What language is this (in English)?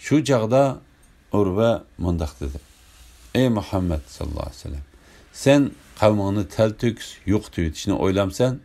Uyghur